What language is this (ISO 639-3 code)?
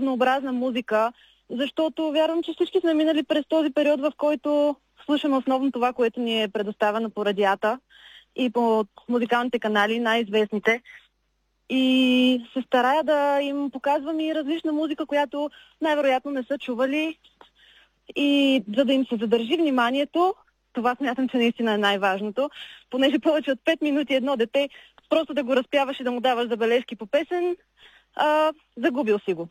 bul